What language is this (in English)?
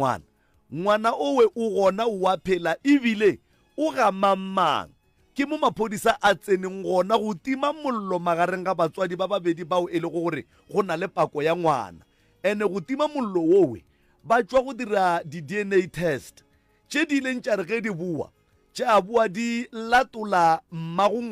Northern Sotho